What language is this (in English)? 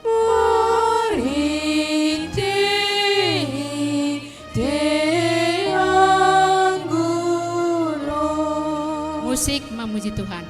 Batak Simalungun